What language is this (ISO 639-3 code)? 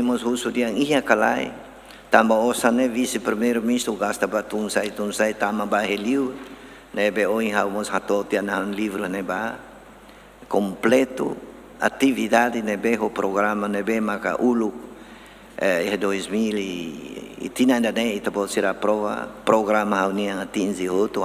tet